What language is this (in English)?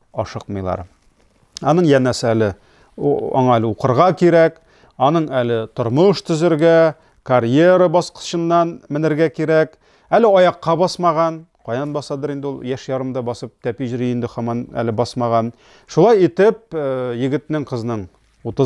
Tatar